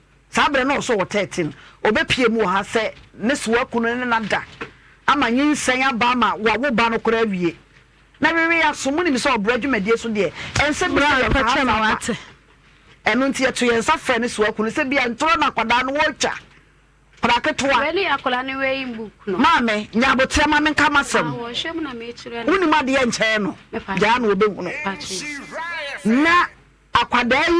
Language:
Akan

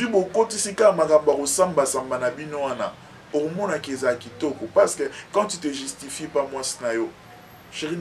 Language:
Lingala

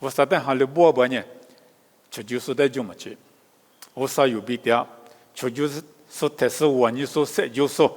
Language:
Lisu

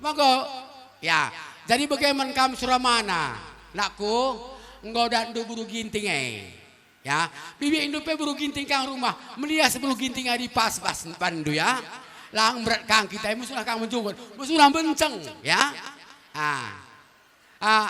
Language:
Batak Karo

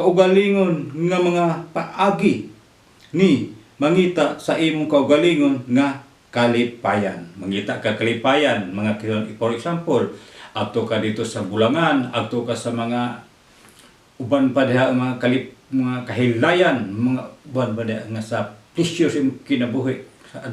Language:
Cebuano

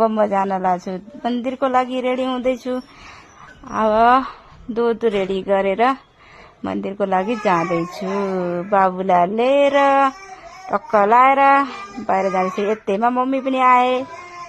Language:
Nepali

